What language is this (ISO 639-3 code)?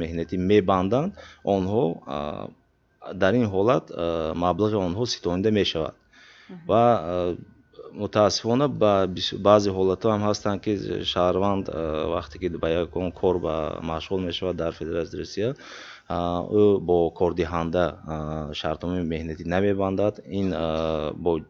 tgk